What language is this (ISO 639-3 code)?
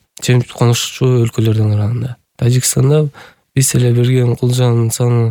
kir